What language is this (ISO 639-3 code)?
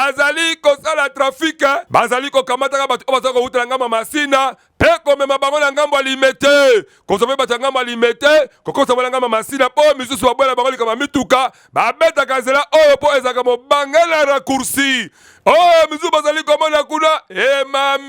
lin